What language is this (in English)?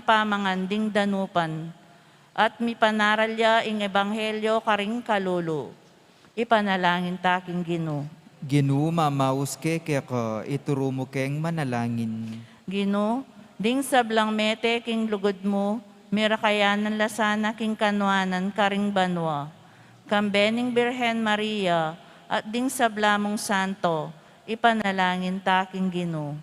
Pampanga